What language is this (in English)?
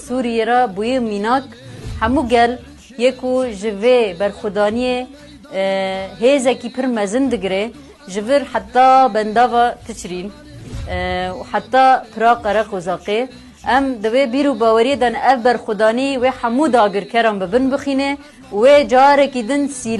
Kurdish